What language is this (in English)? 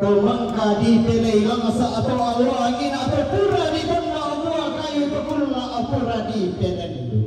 Toraja-Sa'dan